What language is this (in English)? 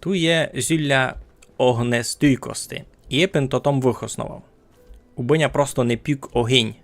Rusyn